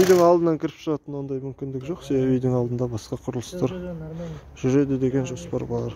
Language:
Kazakh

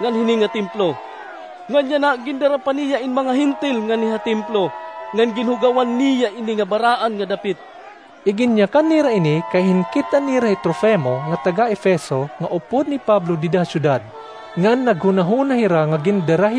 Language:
Waray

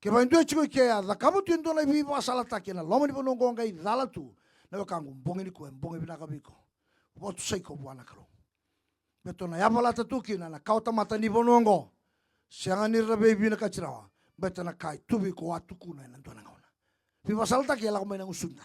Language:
Fijian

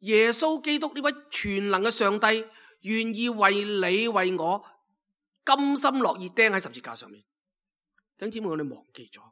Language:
Cantonese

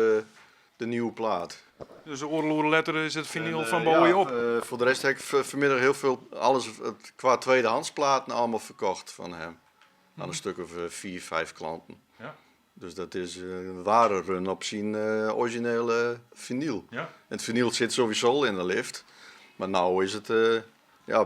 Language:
Western Frisian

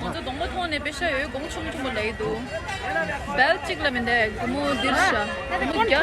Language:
Tibetan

